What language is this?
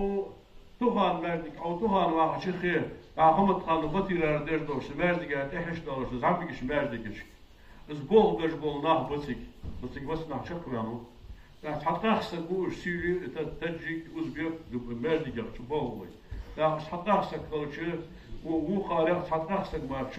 Ingush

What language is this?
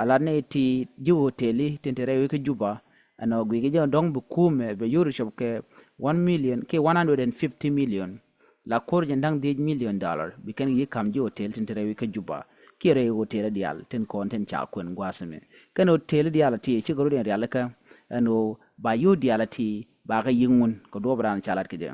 Nuer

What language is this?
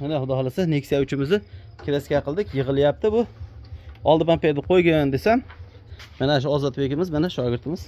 Uzbek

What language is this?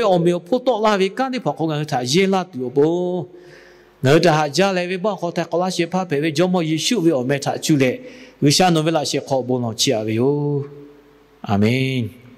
Lahu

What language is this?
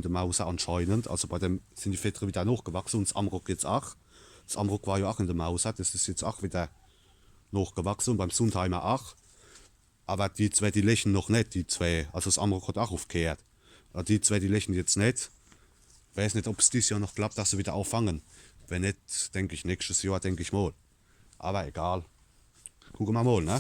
Palatine German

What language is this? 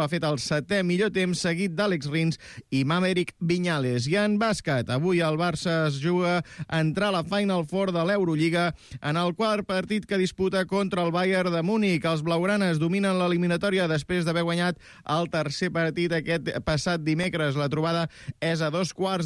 Catalan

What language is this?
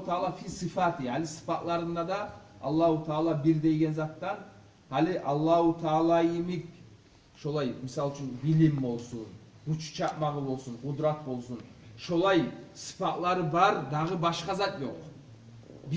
Kumyk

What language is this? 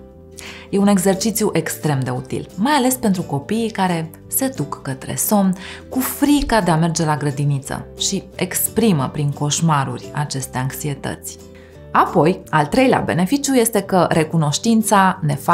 Romanian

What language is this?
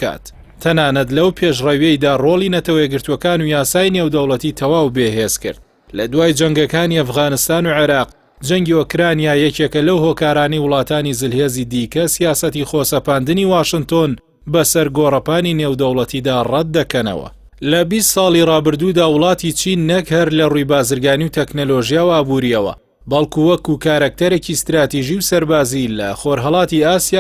Central Kurdish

